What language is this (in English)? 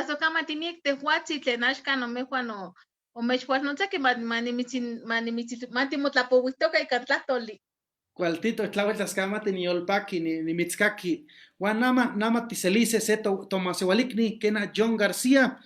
Eastern Huasteca Nahuatl